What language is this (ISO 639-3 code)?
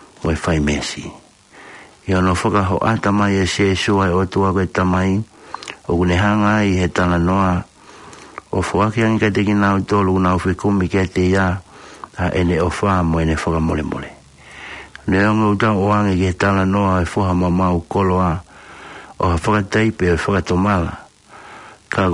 ton